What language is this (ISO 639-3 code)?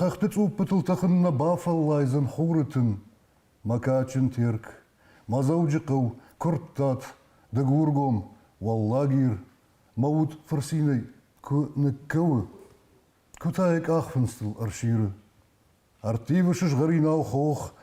oss